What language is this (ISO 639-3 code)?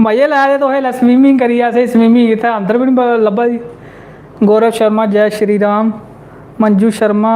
doi